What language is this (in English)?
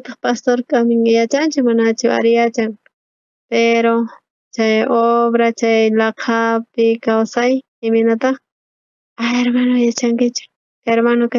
South Bolivian Quechua